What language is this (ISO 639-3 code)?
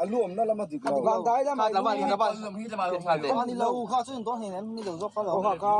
lus